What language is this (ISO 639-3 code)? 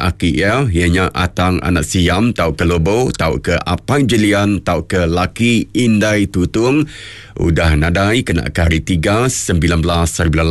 iba